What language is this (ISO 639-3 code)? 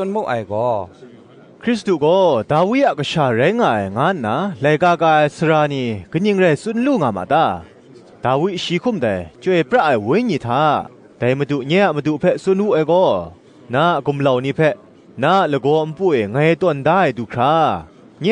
kac